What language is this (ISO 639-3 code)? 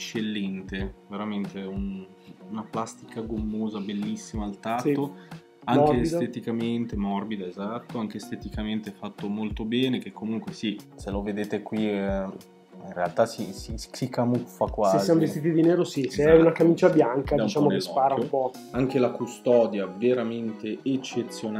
ita